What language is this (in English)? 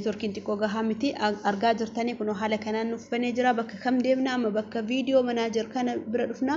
Oromo